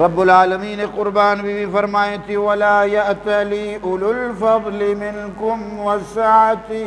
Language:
Eastern Balochi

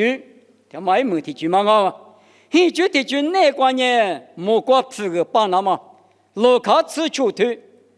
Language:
Lisu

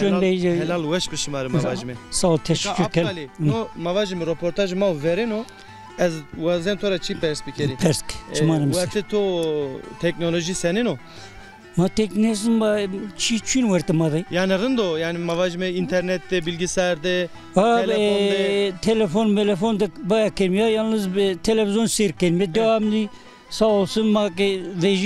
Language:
Zaza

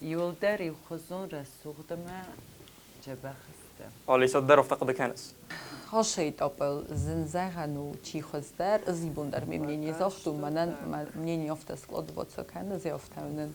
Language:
Ossetic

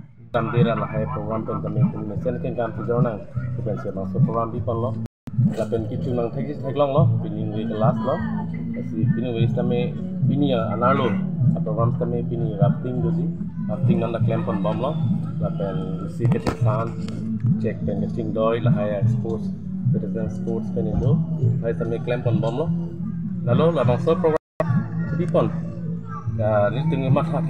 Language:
Karbi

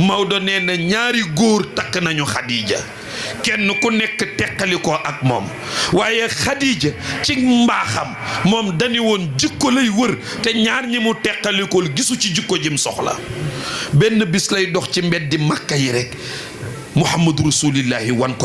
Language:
Wolof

